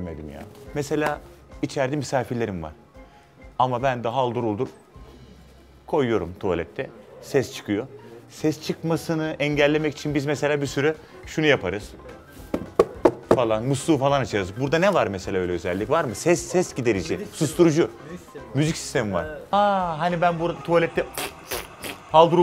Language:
Turkish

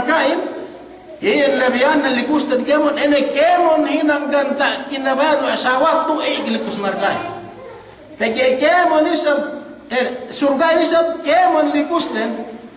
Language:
Yakan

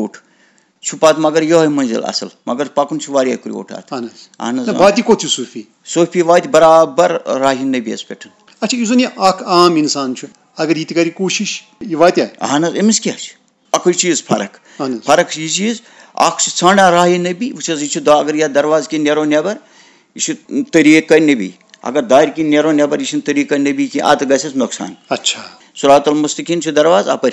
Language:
Kashmiri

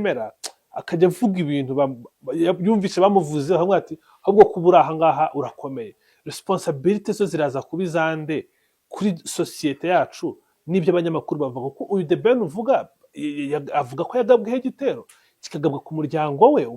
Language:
Kinyarwanda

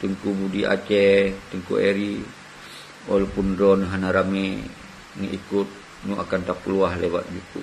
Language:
Achinese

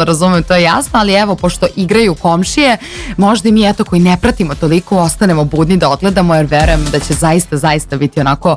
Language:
Serbian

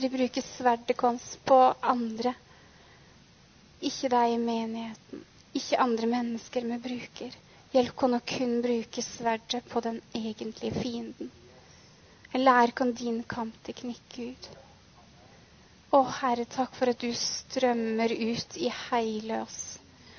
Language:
Norwegian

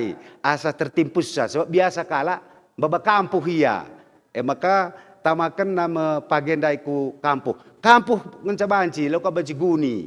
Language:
Batak Karo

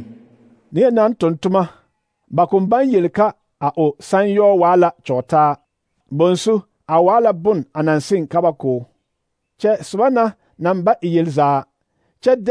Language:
Southern Dagaare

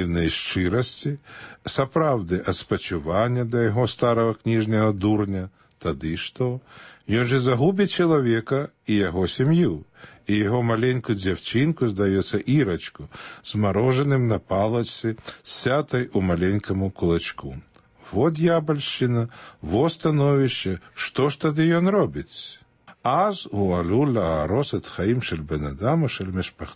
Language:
Belarusian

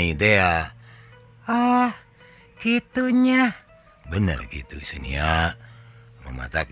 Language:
Sundanese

